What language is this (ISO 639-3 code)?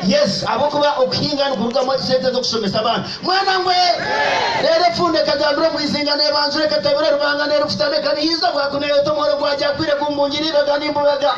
nyn